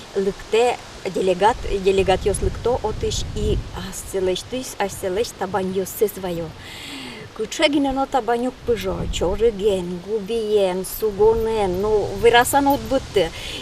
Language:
Udmurt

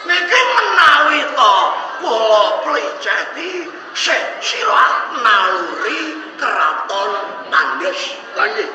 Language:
Javanese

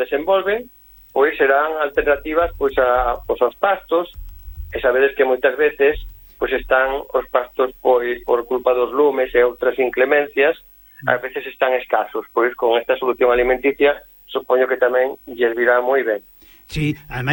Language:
Galician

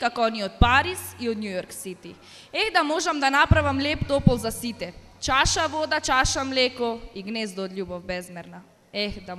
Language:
Macedonian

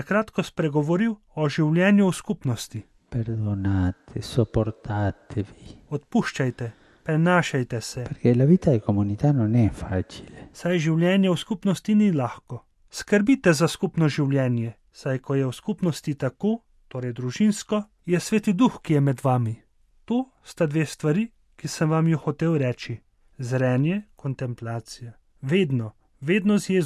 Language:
Slovenian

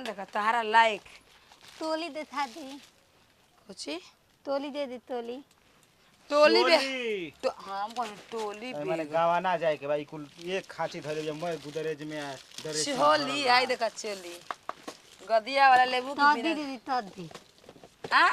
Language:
Bhojpuri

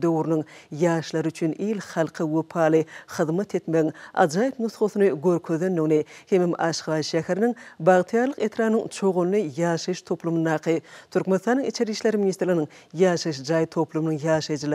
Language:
Turkmen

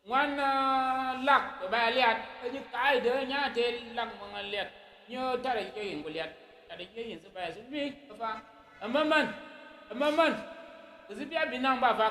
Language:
Tyap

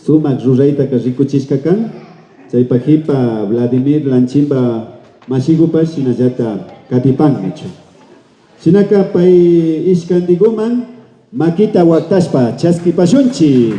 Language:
Imbabura Highland Quichua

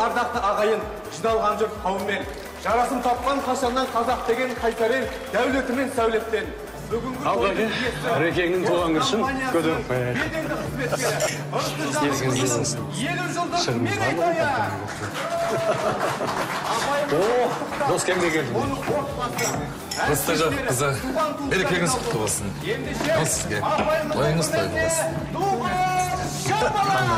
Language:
Kazakh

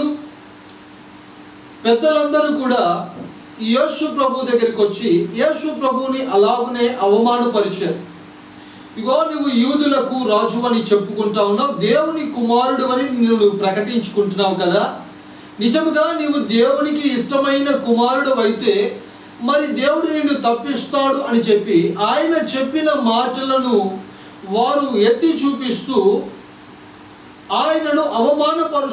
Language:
Telugu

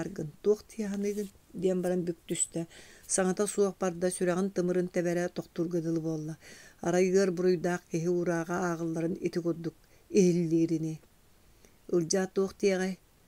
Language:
Yakut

